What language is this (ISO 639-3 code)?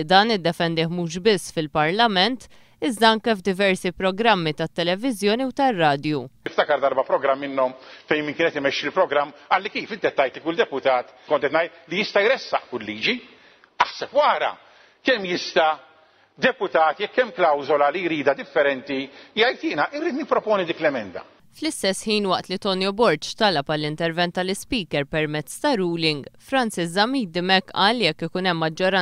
mlt